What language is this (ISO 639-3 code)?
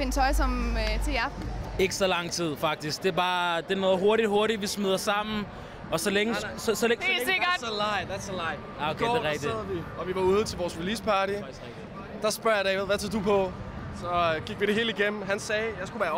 dan